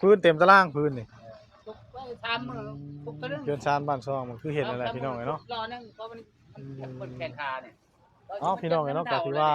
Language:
Northeastern Thai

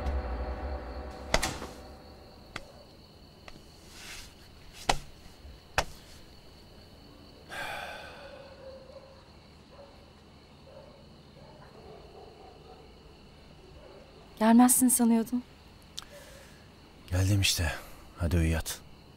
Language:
Turkish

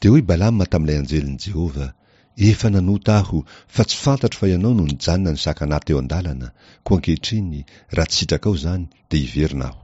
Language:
Malagasy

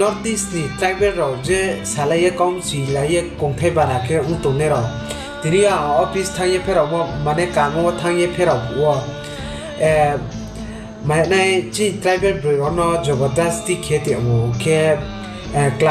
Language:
Kok Borok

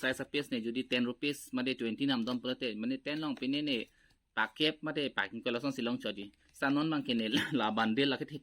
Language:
Karbi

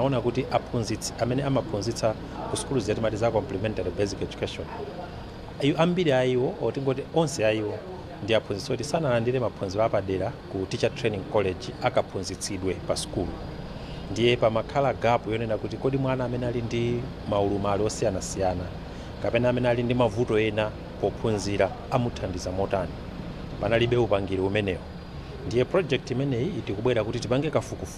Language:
Nyanja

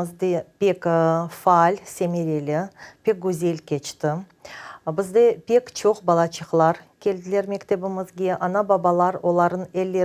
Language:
Crimean Tatar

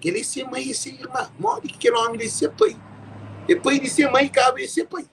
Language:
Kabuverdianu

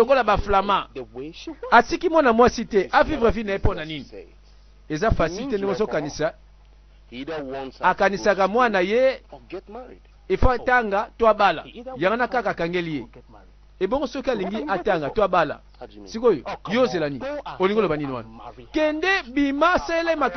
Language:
Lingala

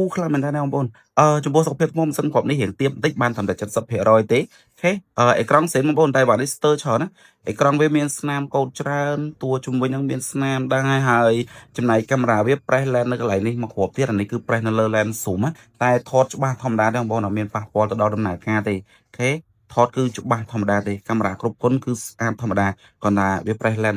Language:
Khmer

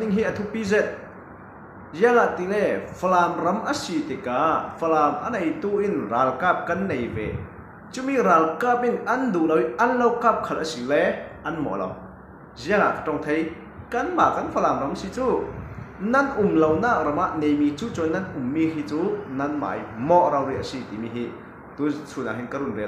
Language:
Falam Chin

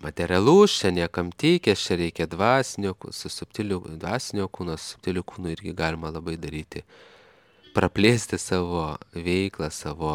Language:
Lithuanian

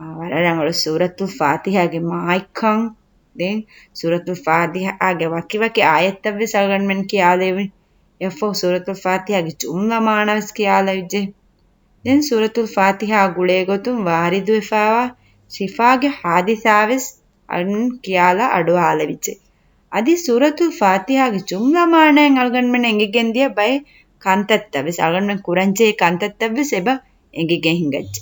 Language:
Divehi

